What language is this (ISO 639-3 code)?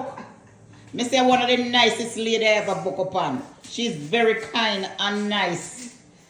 jam